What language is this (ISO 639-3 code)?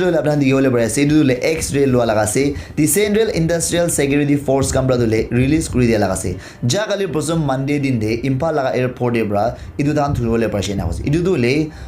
nag